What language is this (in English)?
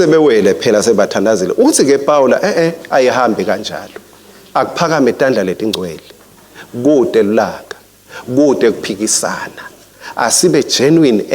Swati